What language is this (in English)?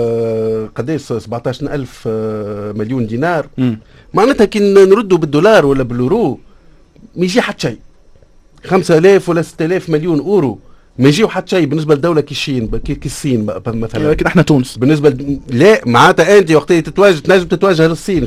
Tunisian Arabic